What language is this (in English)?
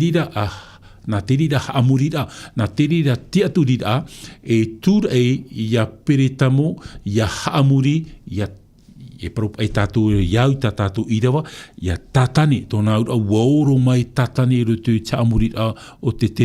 Tahitian